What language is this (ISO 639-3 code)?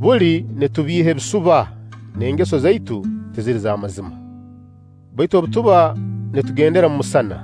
nyo